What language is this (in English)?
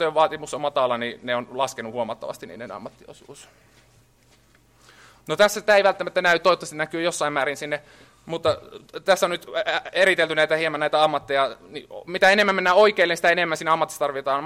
Finnish